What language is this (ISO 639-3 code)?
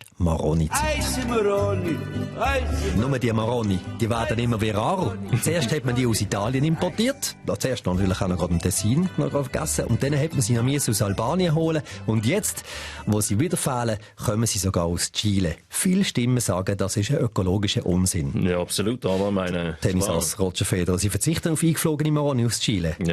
gsw